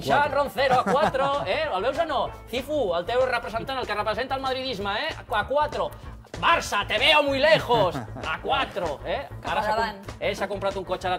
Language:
Catalan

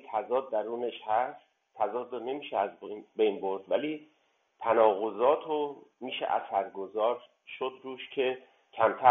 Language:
Persian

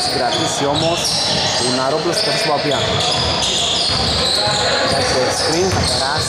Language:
Greek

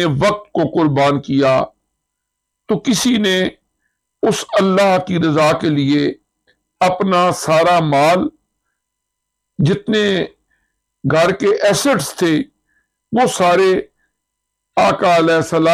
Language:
Urdu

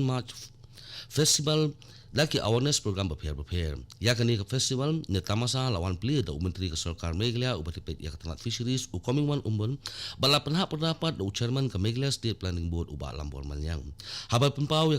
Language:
Khasi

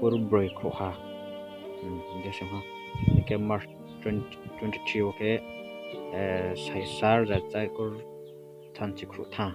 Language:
Riang (India)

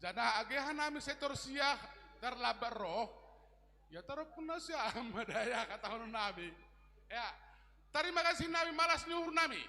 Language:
Batak Simalungun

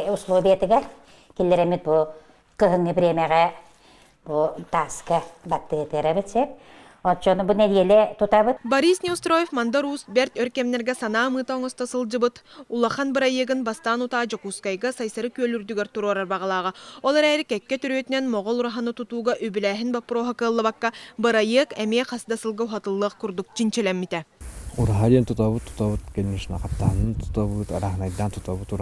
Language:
Yakut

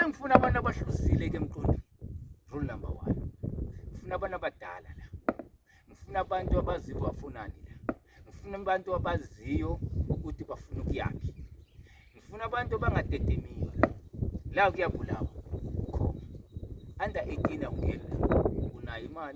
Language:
Zulu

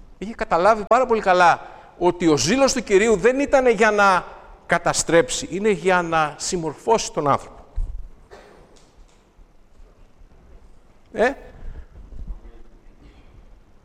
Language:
Greek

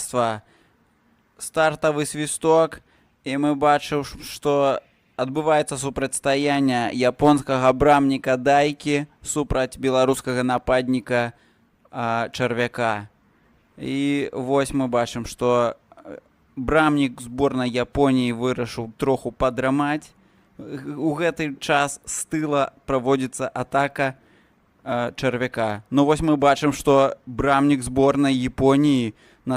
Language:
Belarusian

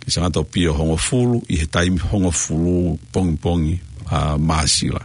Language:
Tongan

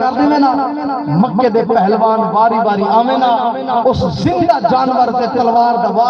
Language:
Saraiki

